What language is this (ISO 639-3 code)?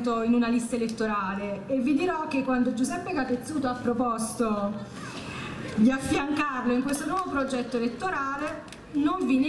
ita